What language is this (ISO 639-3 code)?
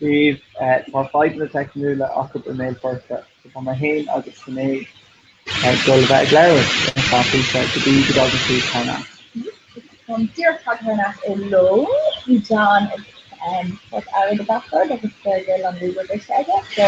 gle